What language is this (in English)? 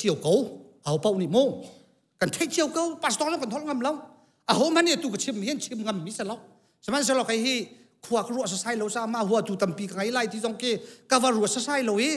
Hakha Chin